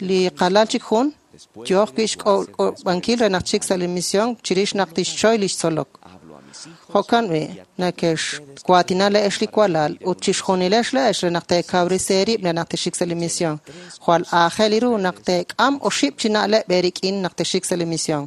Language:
Kekchí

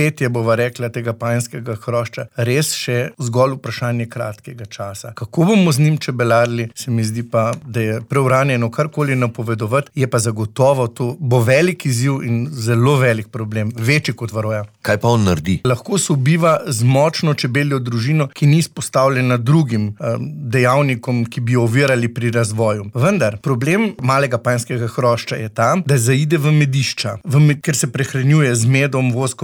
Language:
Slovenian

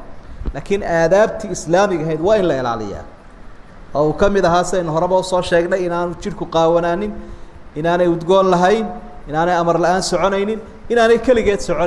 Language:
Somali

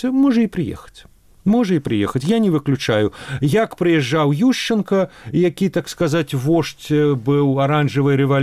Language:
Belarusian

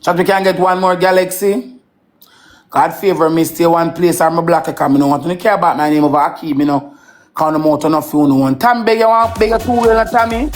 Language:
Jamaican Creole English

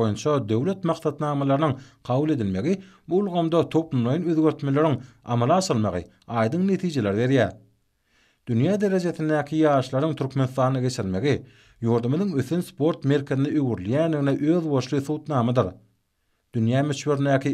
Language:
Turkmen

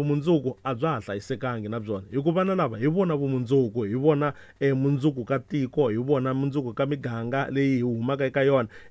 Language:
Tsonga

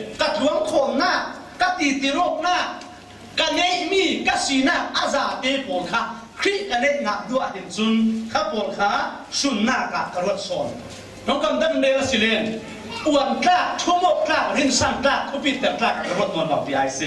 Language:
Falam Chin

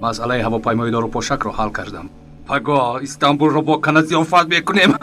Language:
Tajik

